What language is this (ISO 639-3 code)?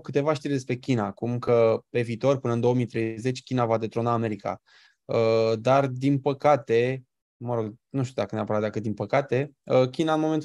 ron